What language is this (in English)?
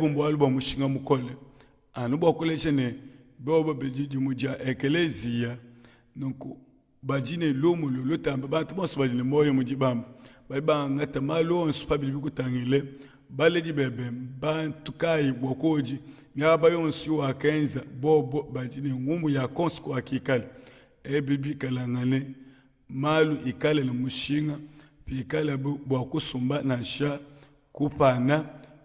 Luba-Lulua